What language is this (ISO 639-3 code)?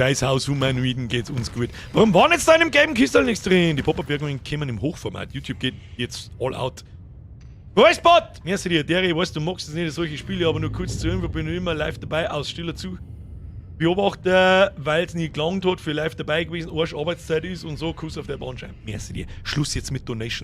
bar